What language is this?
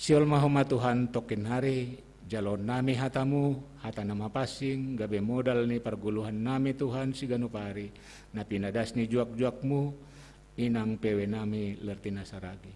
Batak Simalungun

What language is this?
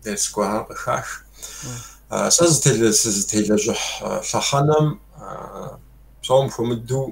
Kabardian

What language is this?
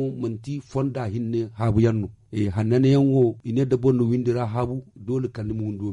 Zarma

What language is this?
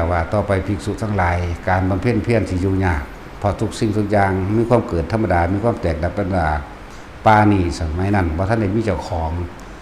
Northeastern Thai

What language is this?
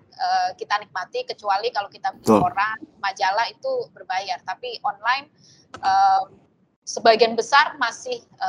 Indonesian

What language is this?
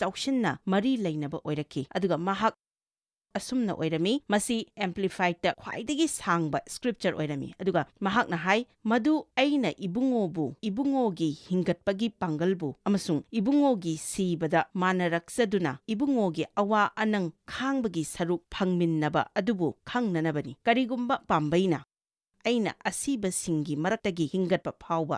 Manipuri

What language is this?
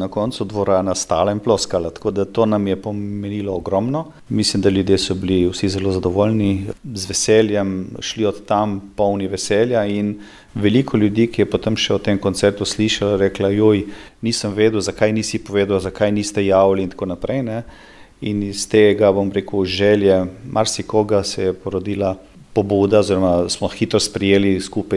Slovenian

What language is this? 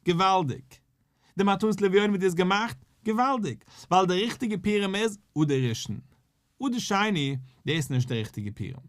Yiddish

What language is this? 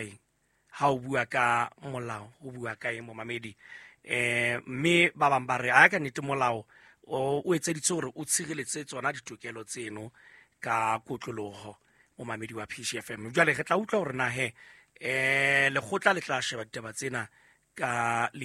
Southern Sotho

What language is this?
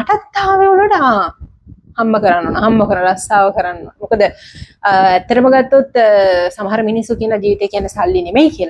Sinhala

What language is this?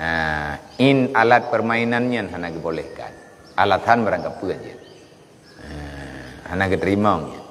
Achinese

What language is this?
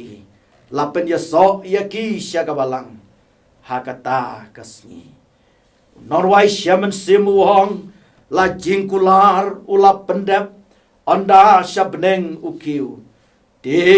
Khasi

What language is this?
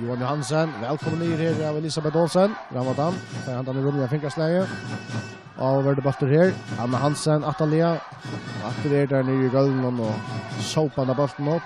Faroese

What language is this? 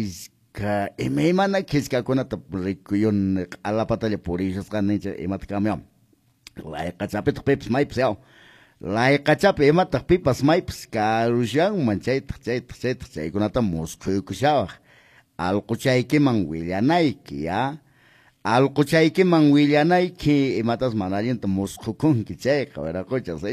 Quechua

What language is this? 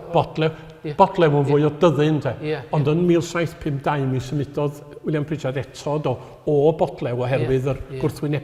Welsh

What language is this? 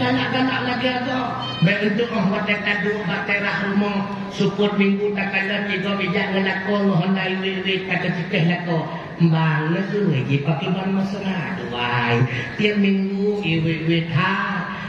Achinese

